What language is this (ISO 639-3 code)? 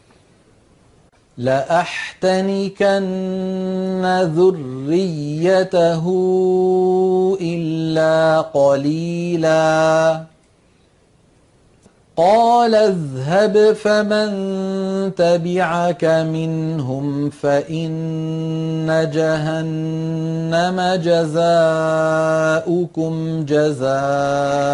ara